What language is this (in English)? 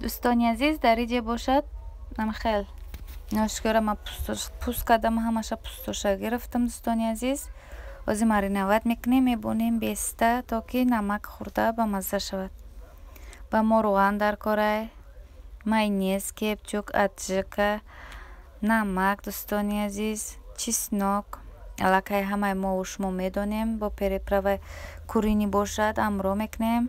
Tajik